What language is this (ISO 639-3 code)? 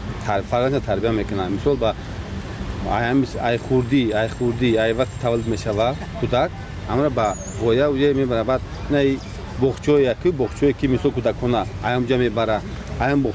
tgk